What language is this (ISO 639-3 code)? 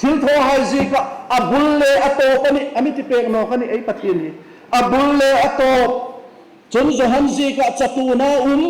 hmr